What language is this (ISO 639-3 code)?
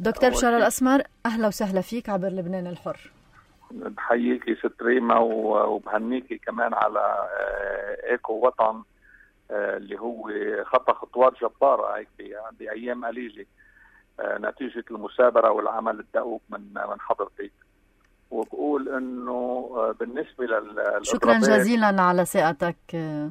apc